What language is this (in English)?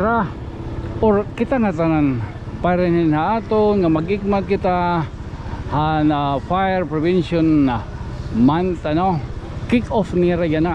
Waray